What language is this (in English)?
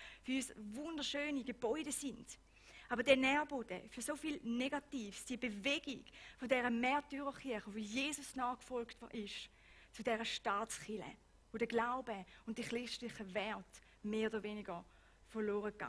Swiss German